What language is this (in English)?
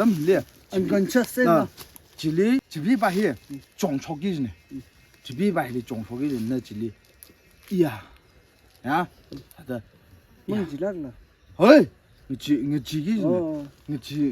Tangkhul Naga (India)